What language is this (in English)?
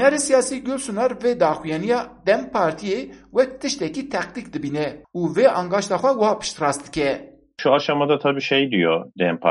Kurdish